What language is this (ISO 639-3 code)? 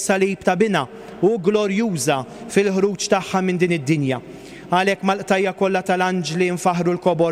mlt